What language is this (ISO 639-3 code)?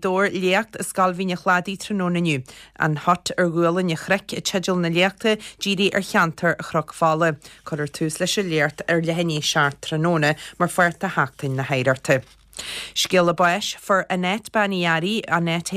gle